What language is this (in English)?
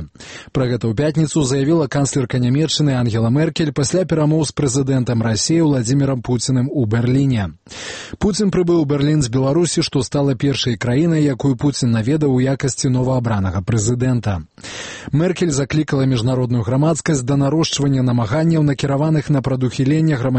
Belarusian